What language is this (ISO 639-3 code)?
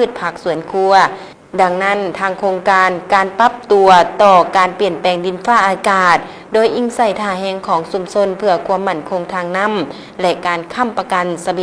lao